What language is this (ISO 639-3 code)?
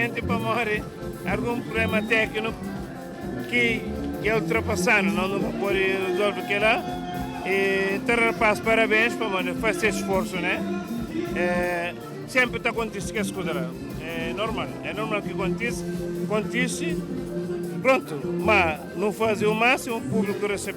kea